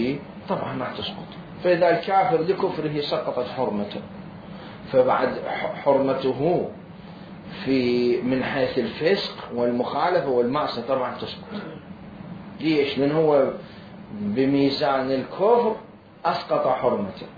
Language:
Mesopotamian Arabic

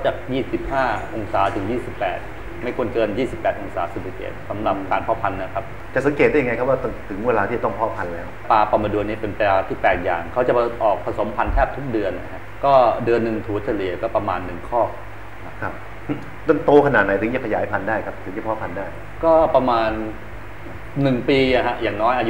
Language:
Thai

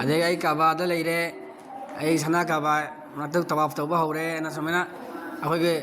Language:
Manipuri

